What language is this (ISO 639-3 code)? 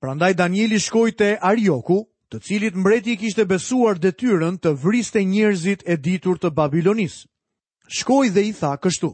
sqi